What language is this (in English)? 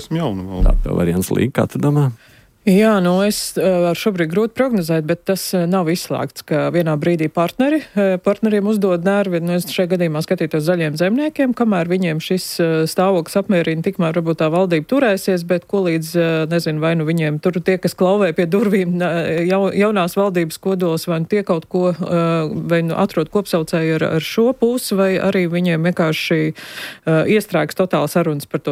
Latvian